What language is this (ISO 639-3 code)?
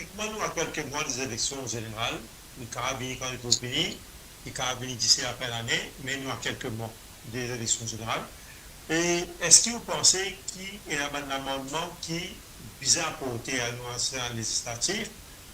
mfe